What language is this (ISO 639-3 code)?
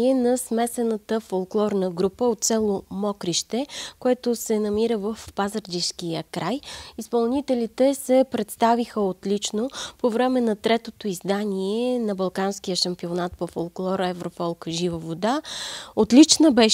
bul